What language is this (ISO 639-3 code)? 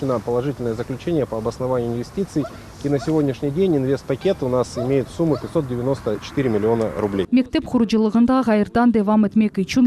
crh